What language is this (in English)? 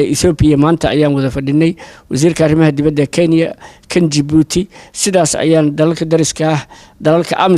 Somali